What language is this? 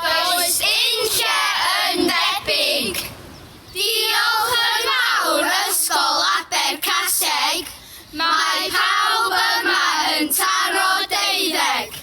Welsh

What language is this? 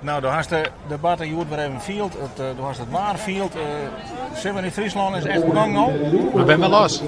Western Frisian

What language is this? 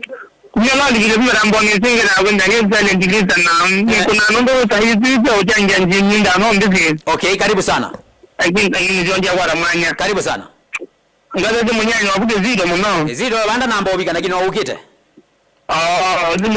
Kamba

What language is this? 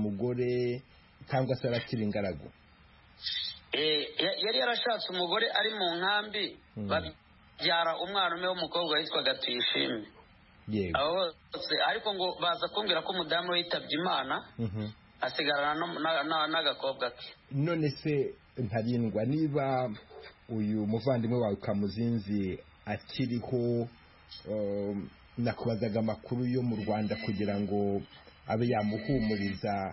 Kinyarwanda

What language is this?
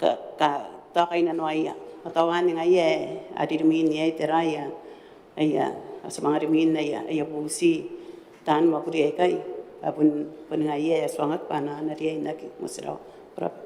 Gilbertese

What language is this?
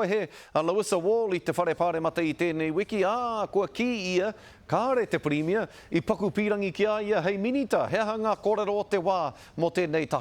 Māori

